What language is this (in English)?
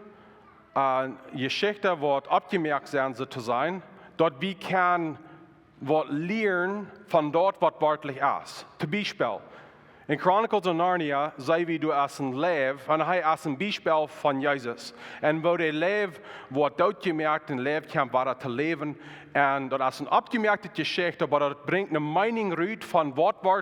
Plautdietsch